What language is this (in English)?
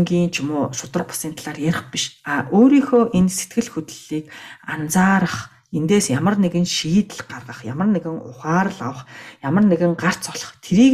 Mongolian